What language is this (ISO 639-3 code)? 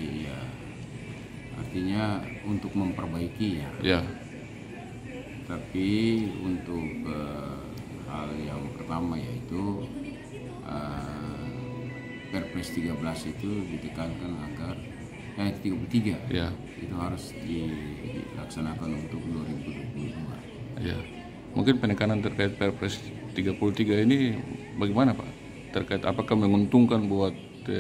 ind